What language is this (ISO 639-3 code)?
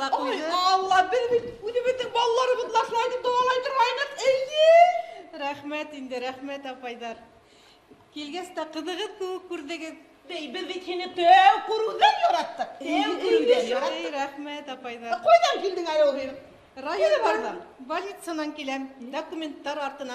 bak